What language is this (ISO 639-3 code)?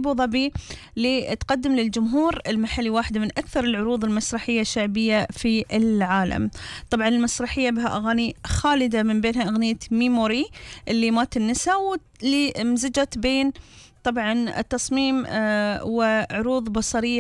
afb